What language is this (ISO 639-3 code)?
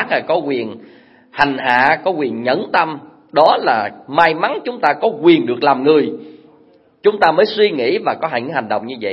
vie